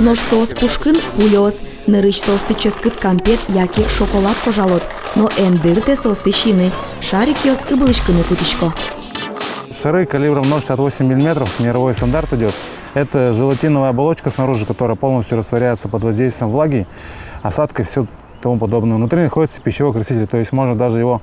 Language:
Udmurt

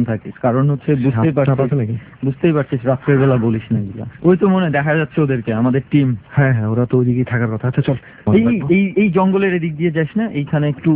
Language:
Bangla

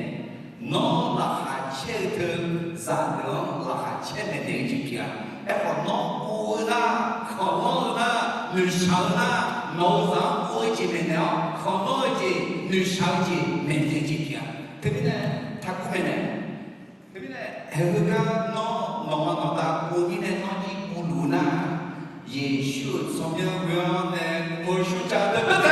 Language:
Akha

